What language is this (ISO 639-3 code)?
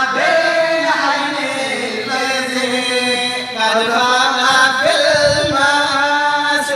ful